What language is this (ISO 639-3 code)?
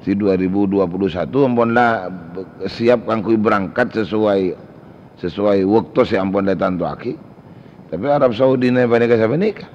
mad